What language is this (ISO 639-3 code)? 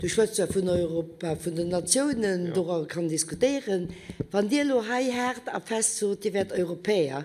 ltz